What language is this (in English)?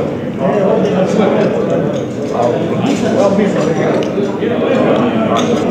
Croatian